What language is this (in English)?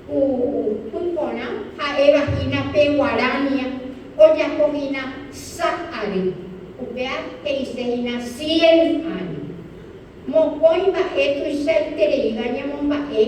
Guarani